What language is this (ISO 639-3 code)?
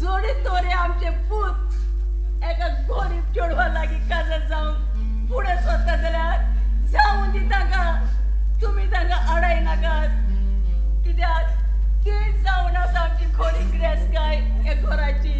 kok